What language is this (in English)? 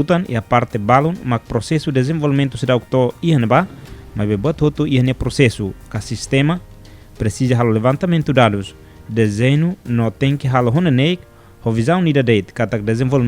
Tetum